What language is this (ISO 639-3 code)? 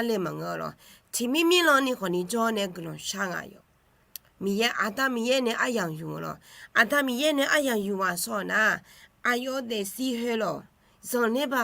ahk